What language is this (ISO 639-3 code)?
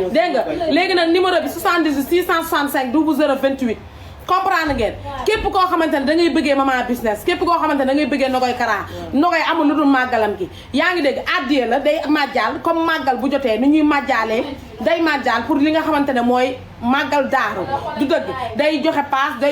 wol